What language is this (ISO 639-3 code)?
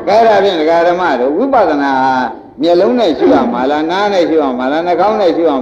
mya